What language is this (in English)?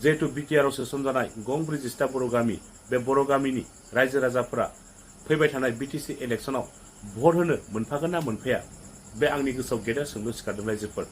Bodo